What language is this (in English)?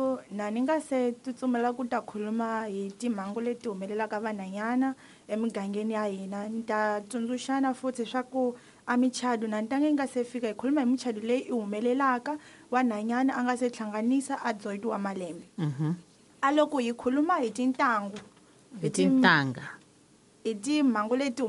Tsonga